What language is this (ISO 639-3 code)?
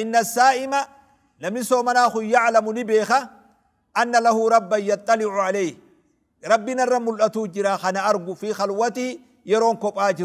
orm